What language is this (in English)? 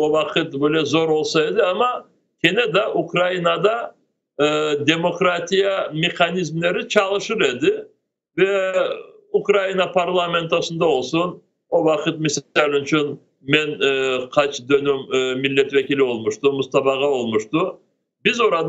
Crimean Tatar